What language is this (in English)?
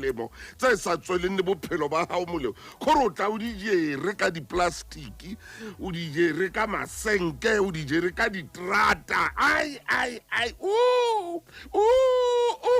Southern Sotho